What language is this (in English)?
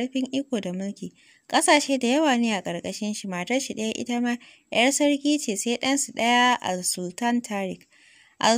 Hausa